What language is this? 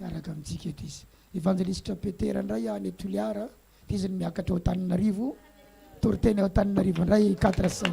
Malagasy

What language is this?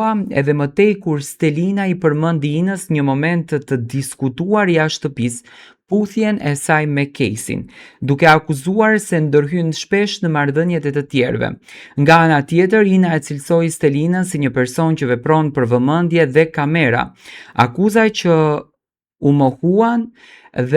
Albanian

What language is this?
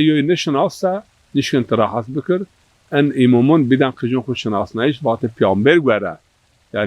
Zaza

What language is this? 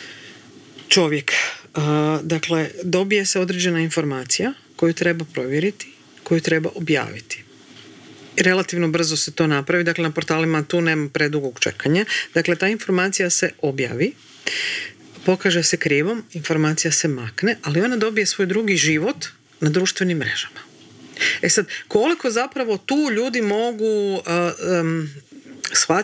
Croatian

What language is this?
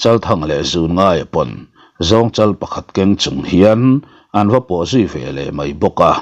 Mizo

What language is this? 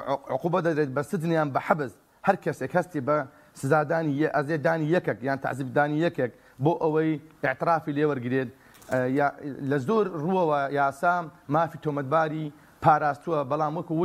Central Kurdish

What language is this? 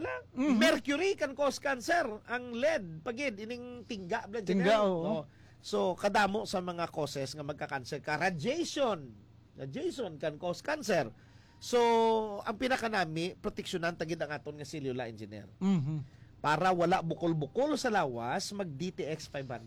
Hiligaynon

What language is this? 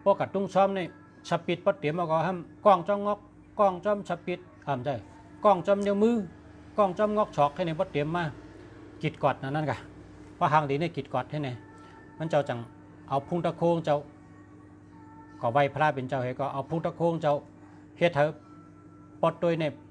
Shan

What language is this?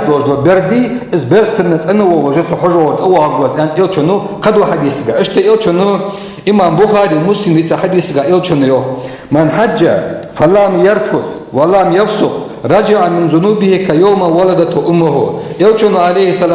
Ingush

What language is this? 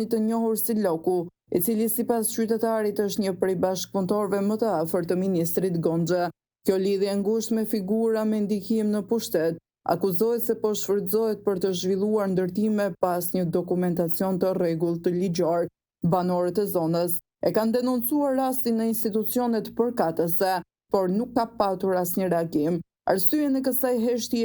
Albanian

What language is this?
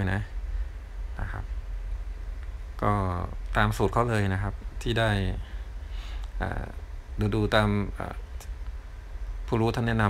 Thai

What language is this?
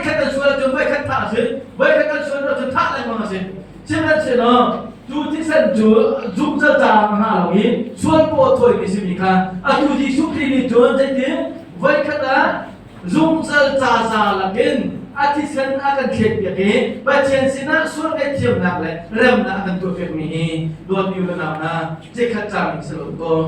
Hakha Chin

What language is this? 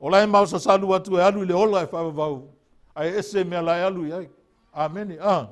Samoan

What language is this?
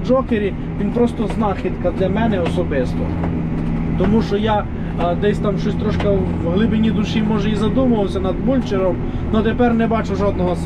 Ukrainian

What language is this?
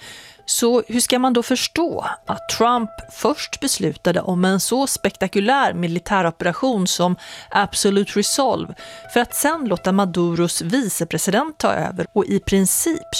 Swedish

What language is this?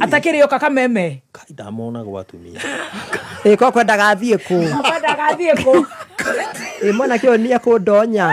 Kikuyu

